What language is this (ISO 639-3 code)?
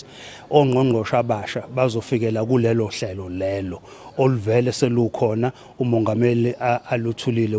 zul